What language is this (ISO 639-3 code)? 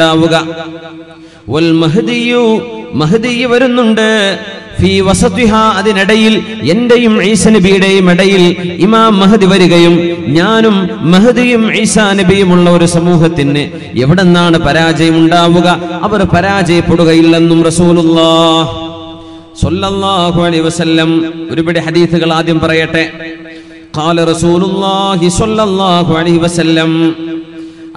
mal